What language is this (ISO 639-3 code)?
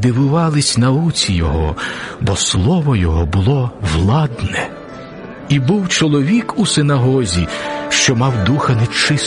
ukr